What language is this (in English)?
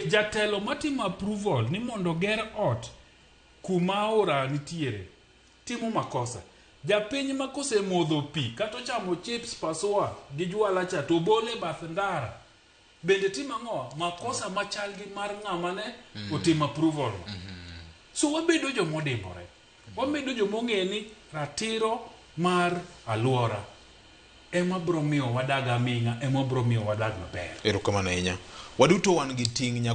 Luo (Kenya and Tanzania)